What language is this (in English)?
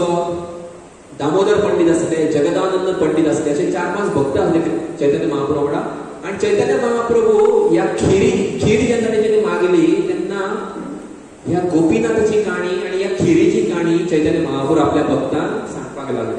Konkani